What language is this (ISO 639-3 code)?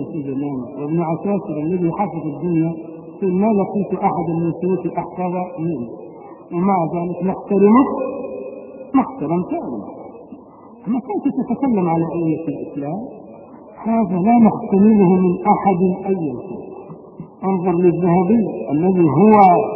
ara